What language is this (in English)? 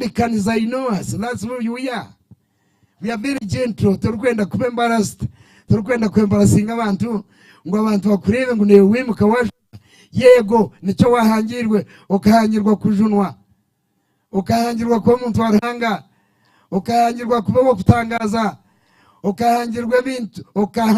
Nyankole